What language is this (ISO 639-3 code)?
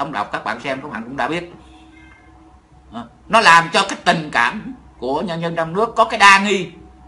vie